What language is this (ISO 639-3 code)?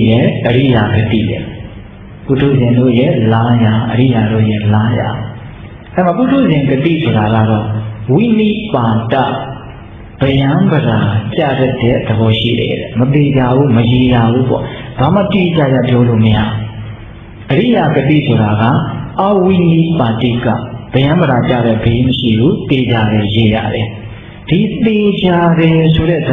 mya